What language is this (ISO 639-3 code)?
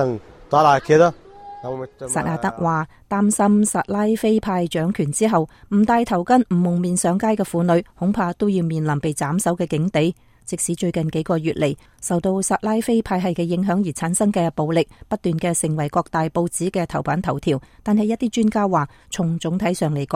yue